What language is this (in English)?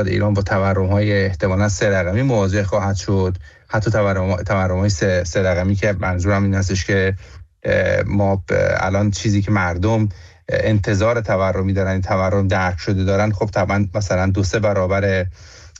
Persian